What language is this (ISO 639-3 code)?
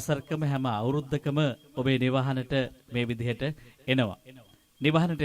sin